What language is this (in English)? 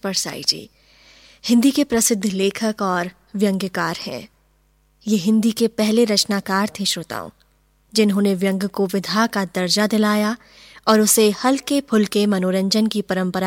Hindi